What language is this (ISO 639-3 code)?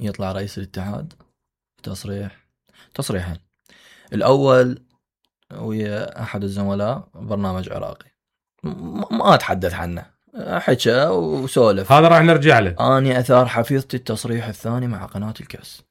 acm